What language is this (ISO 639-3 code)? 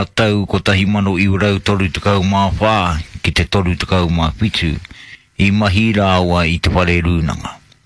mri